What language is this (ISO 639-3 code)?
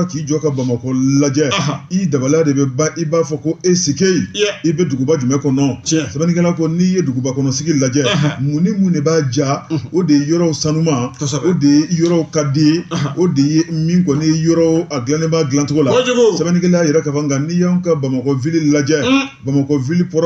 bam